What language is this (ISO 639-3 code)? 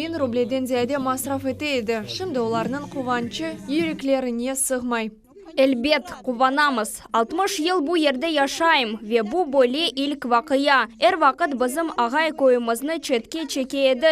crh